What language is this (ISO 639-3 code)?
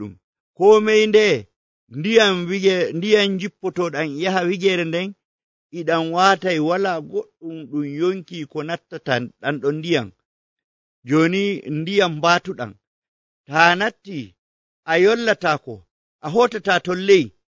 fuv